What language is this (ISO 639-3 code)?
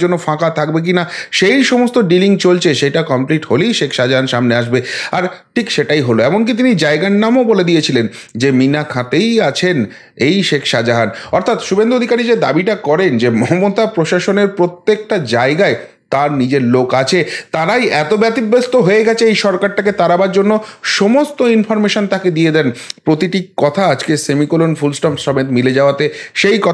ben